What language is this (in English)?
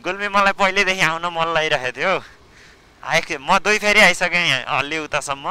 Nepali